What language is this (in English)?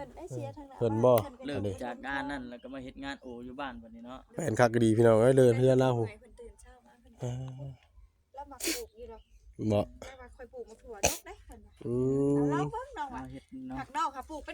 Northeastern Thai